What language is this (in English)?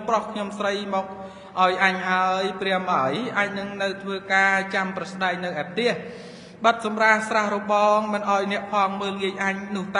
Khmer